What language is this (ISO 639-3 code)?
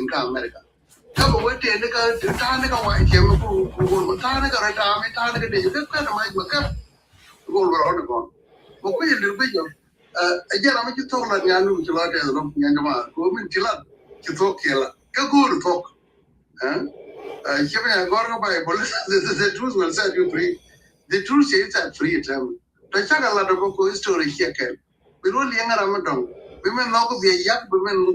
nus